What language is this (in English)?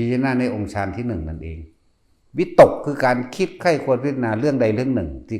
Lao